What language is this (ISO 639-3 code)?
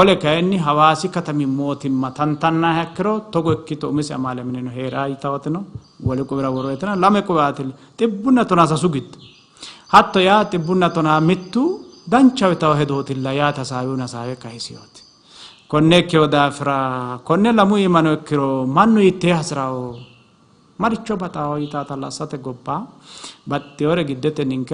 sid